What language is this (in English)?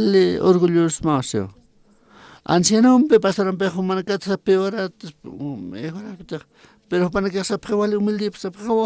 Aymara